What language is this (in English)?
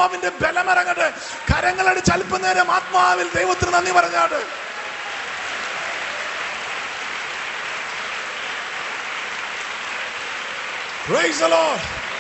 Malayalam